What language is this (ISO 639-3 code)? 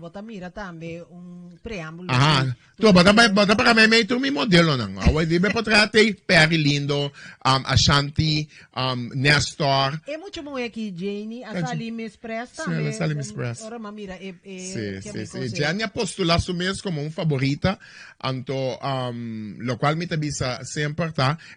pap